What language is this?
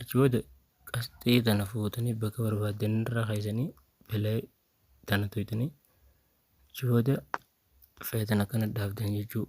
Oromo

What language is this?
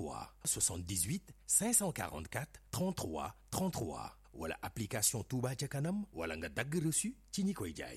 Wolof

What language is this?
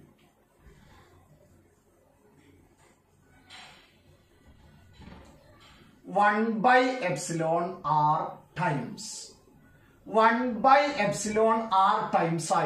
Malayalam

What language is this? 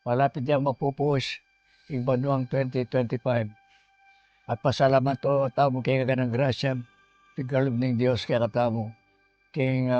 Pampanga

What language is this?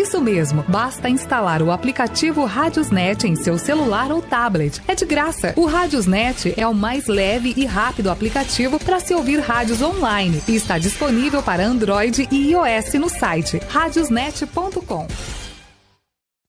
Portuguese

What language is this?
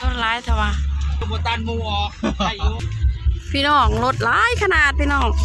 Lao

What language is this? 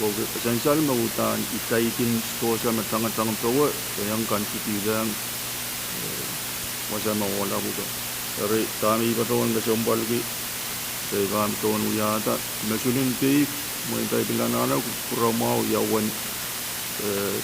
Pohnpeian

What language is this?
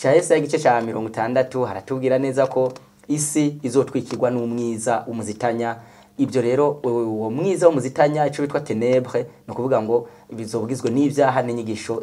Rundi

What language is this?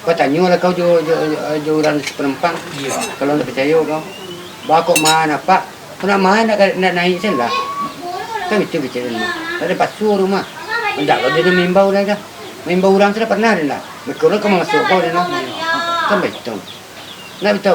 Minangkabau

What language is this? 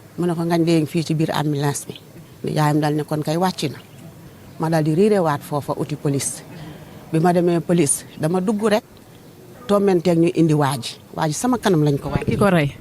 Wolof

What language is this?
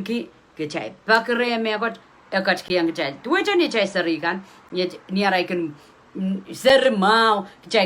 Pohnpeian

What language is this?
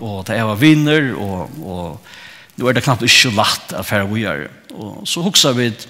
Faroese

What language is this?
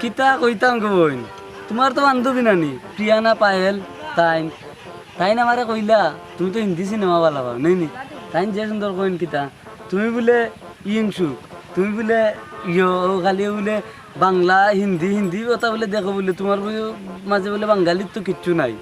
Sylheti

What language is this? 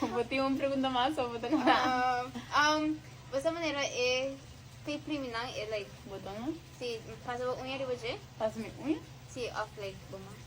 Papiamento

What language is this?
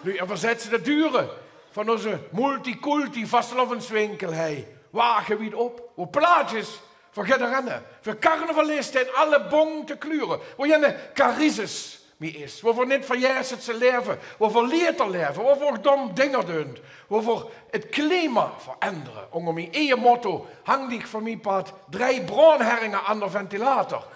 Limburgish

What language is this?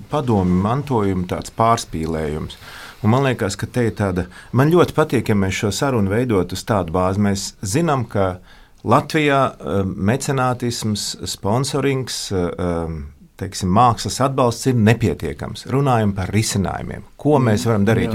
Latvian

